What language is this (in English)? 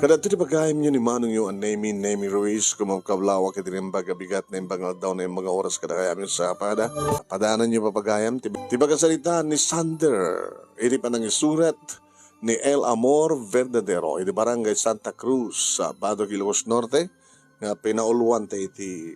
Iloko